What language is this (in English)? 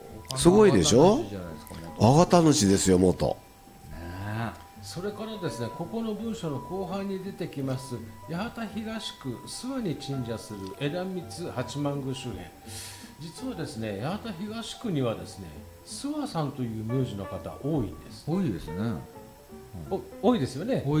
Japanese